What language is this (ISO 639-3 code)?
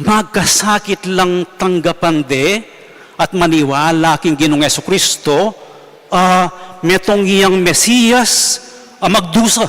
pam